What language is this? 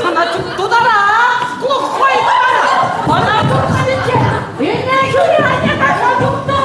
Chuvash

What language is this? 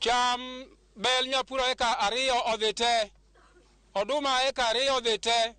Luo (Kenya and Tanzania)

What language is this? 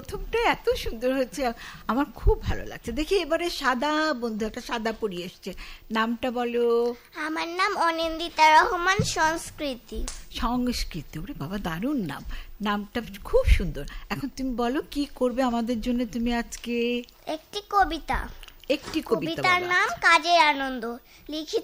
Bangla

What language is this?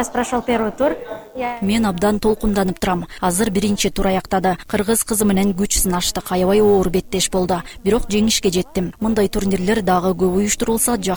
Kyrgyz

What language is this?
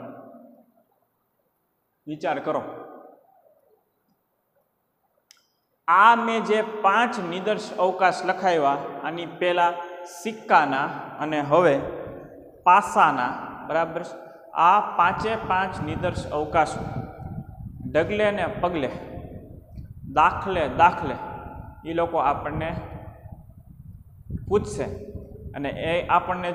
Gujarati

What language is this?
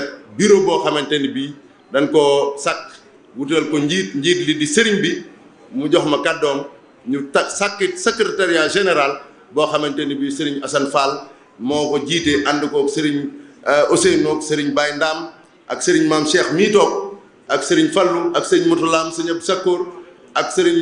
Wolof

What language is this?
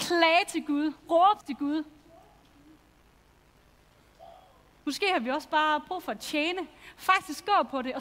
Danish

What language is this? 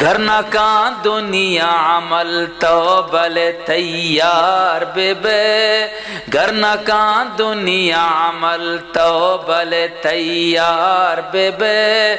Eastern Balochi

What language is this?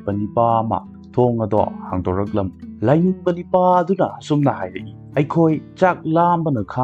Manipuri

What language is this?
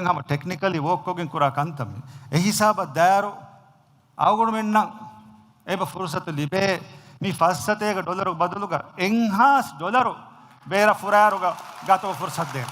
Divehi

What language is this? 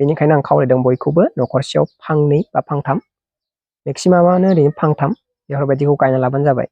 Bodo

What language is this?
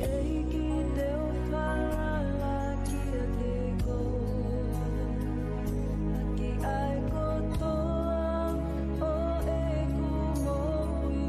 Tongan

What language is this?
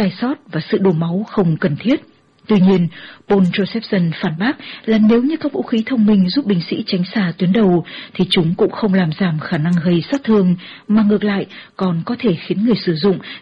Vietnamese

